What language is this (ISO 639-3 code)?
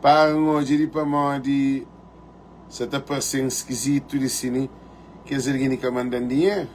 kea